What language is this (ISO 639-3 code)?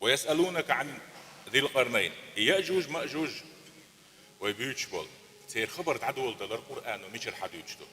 che